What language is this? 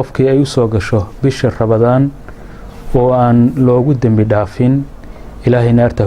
Somali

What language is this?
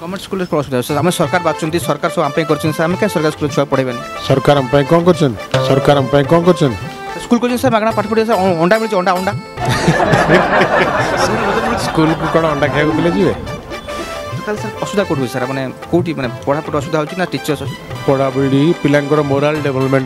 Odia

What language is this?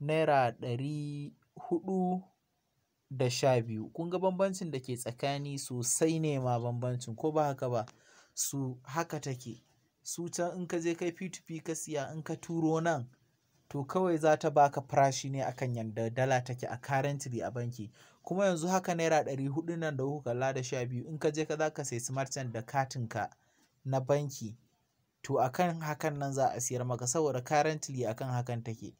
Hausa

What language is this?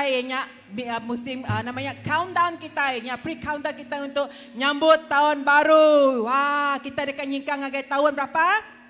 Iban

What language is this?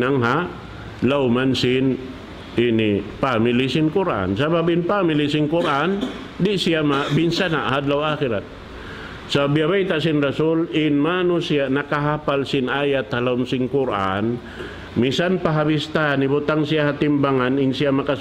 Tausug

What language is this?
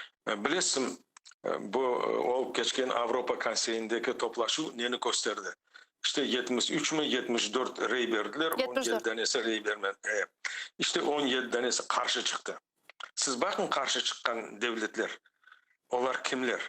Crimean Tatar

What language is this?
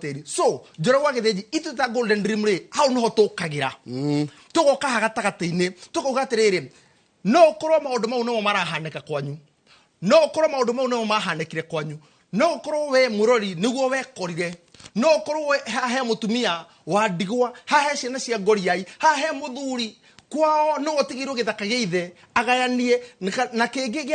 Kikuyu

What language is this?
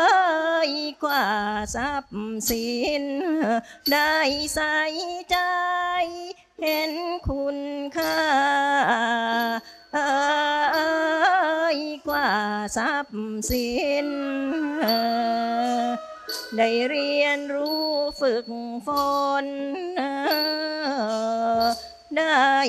Thai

